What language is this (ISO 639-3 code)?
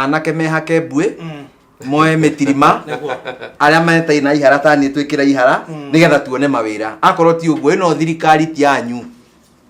kik